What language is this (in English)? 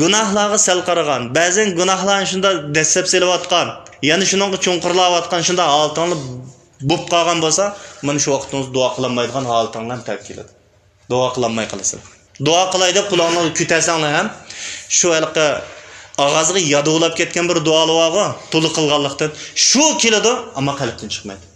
Uyghur